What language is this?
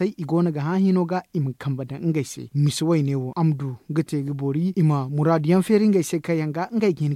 Zarma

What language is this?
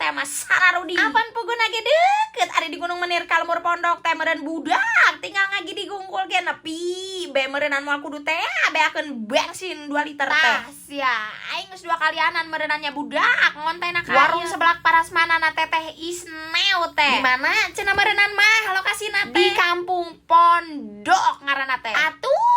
Sundanese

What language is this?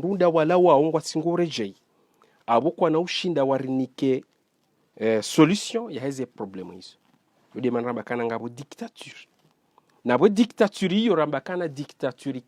Ngazidja Comorian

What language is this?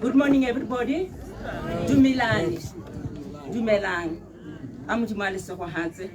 Tswana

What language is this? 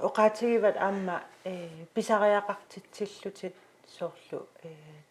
Kalaallisut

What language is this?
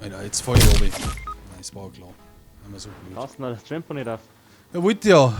Bavarian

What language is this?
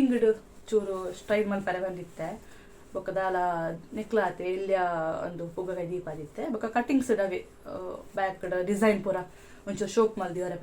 Tulu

